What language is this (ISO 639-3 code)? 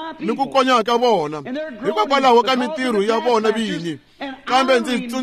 tso